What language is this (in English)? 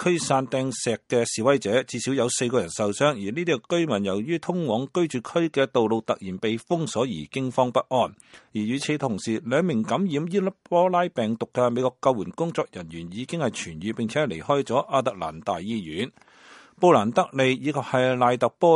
Cantonese